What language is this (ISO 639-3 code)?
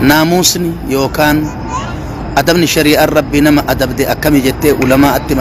orm